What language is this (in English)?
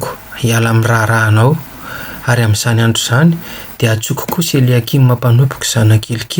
Malagasy